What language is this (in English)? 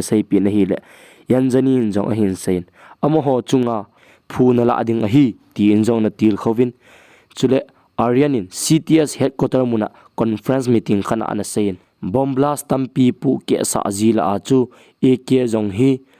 Thado Chin